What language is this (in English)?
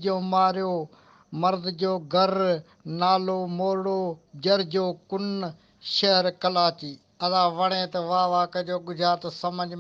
Sindhi